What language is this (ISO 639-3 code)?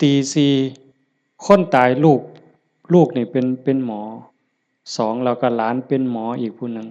lao